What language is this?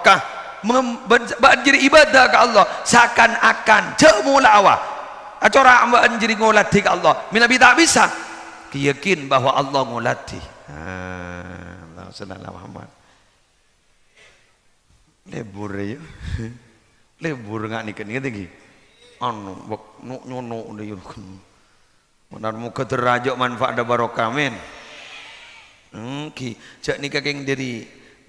Madurese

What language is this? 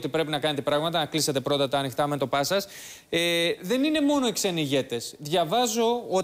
Greek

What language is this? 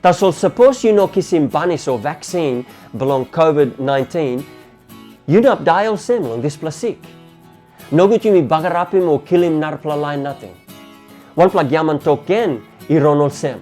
Tok Pisin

